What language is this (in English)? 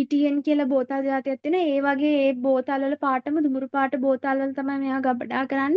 Sinhala